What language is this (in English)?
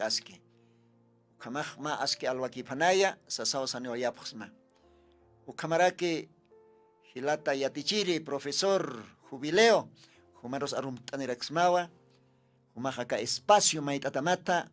Aymara